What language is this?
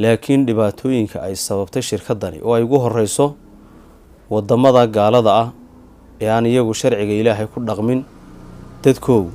Somali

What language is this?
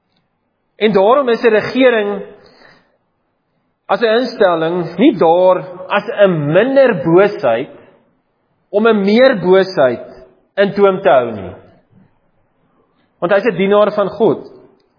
Afrikaans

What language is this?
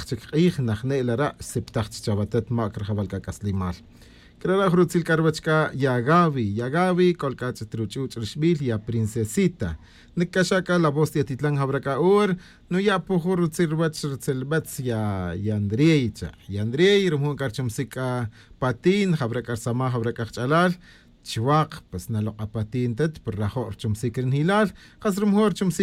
Tz'utujil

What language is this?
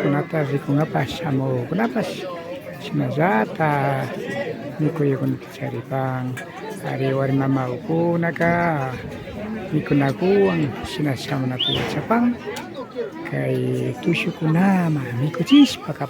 Imbabura Highland Quichua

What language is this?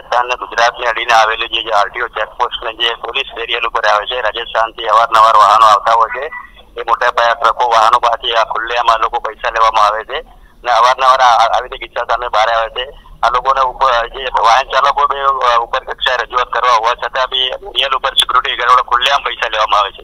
Gujarati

